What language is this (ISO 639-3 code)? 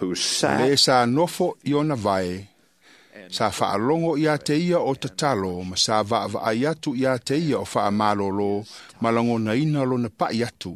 smo